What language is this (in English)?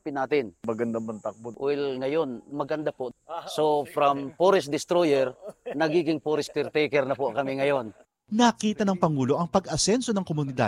Filipino